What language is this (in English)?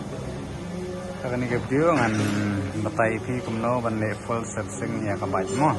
Khasi